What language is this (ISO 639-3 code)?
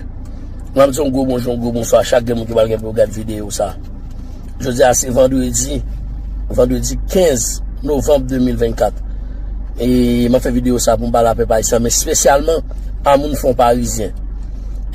hat